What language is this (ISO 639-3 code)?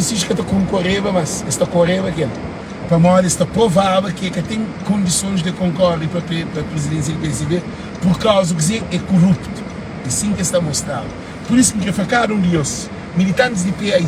kea